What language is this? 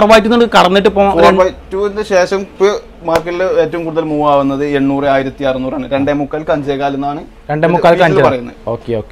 Malayalam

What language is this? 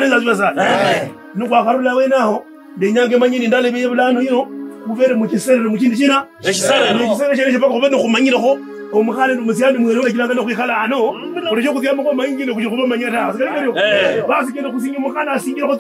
Kabras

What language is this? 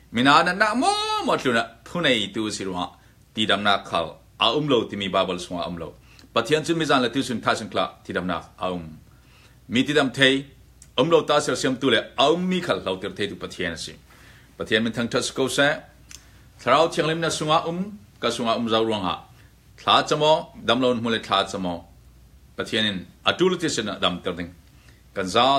Hakha Chin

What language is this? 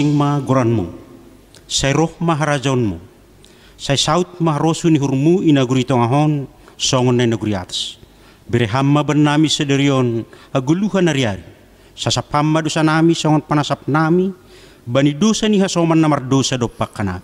Batak Simalungun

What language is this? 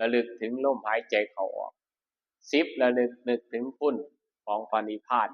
Northeastern Thai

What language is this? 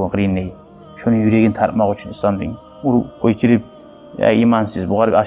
Kumyk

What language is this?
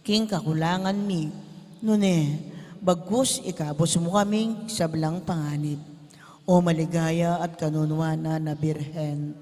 Pampanga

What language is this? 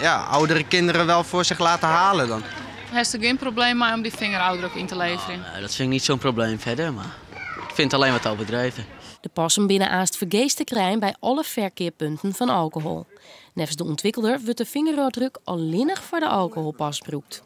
Western Frisian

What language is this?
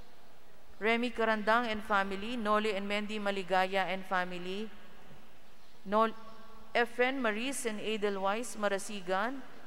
Filipino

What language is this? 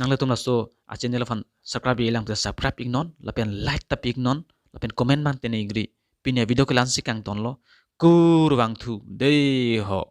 Karbi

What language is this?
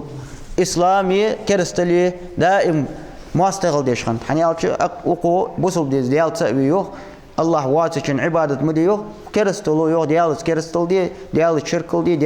Ingush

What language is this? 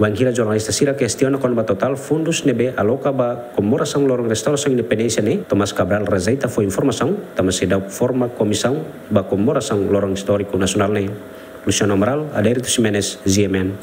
Tetum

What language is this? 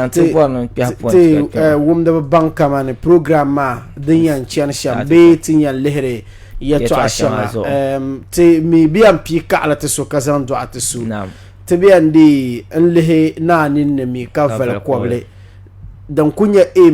Dagbani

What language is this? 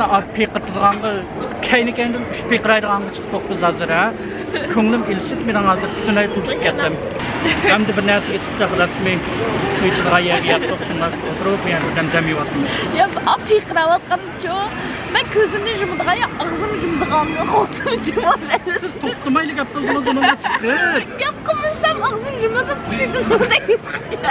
Uyghur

